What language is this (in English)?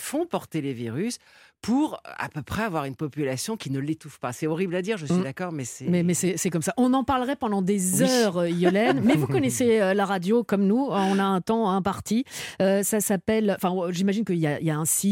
French